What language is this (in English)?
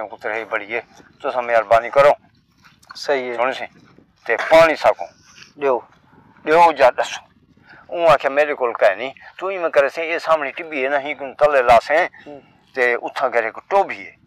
Saraiki